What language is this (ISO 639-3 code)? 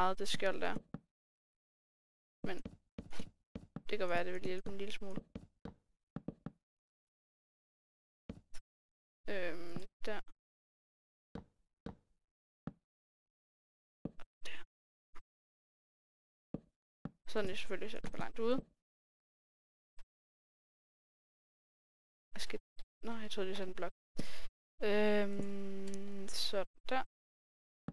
dan